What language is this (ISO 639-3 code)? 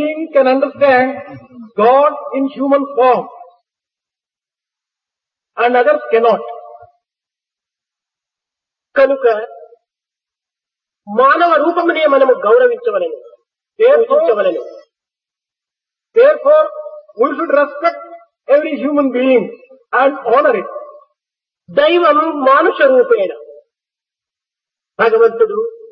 tel